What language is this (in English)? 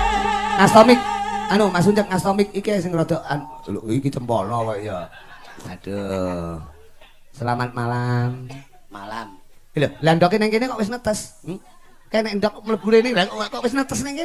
Javanese